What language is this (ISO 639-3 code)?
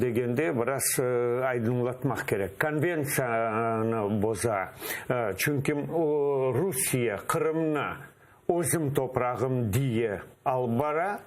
crh